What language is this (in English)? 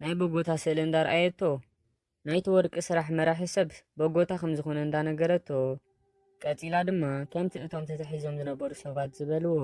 Tigrinya